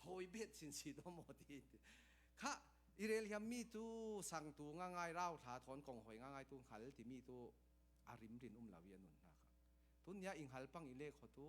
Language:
Falam Chin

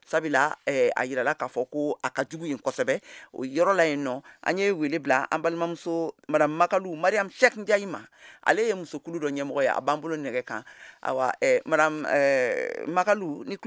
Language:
Bambara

